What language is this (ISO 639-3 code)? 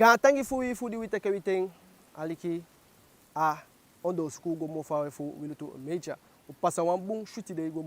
djk